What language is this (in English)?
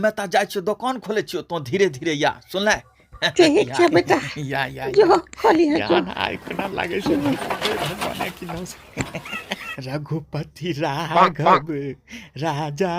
Angika